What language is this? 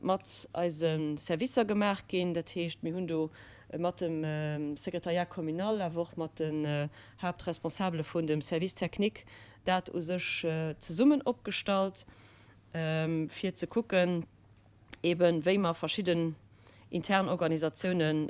Luxembourgish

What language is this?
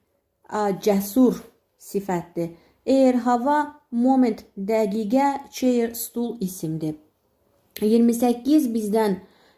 Azerbaijani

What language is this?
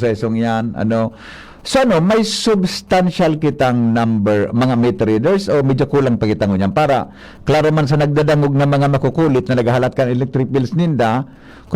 Bikol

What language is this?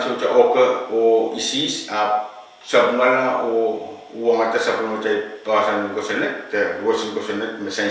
Pohnpeian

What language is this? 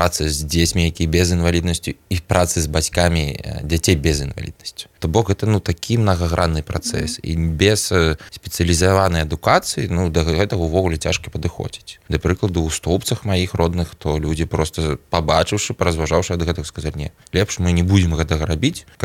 Belarusian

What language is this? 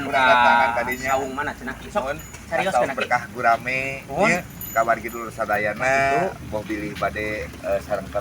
Sundanese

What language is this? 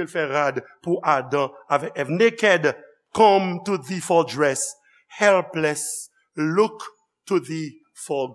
Haitian Creole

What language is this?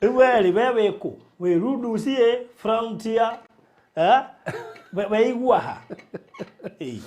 Kikuyu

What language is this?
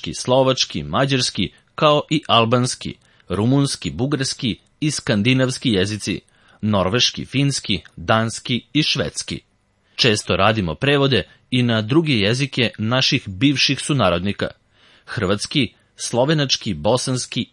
Serbian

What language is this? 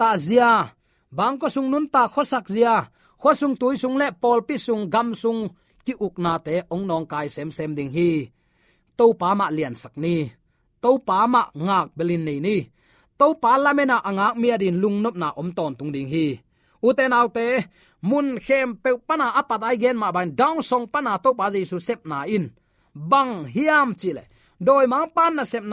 Tedim Chin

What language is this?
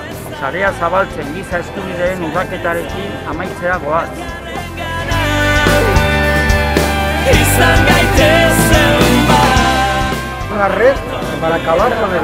Basque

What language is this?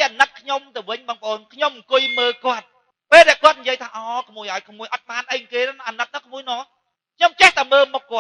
Khmer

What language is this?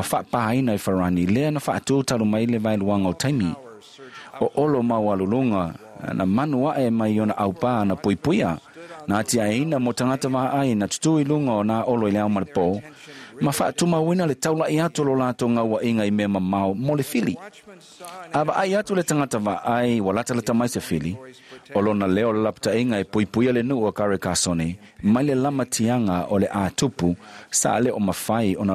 Samoan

